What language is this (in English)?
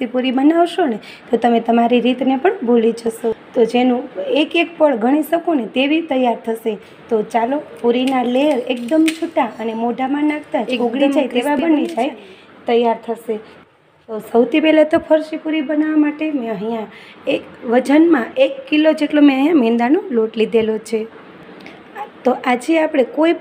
Gujarati